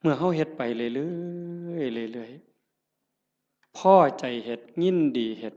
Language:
Northeastern Thai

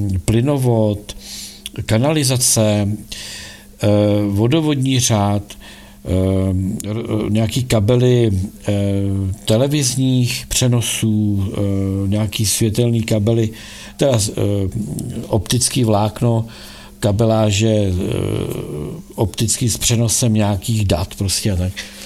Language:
Czech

